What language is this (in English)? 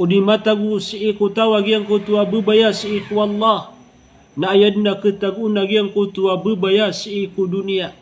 Maranao